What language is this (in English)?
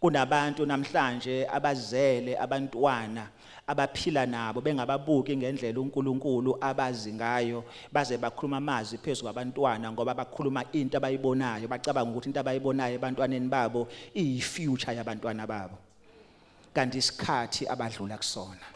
Zulu